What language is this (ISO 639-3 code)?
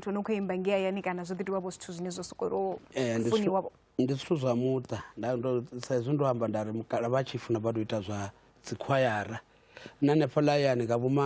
ven